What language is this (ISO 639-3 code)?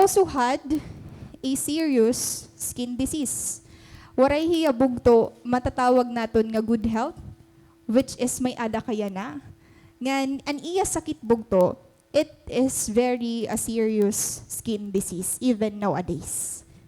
war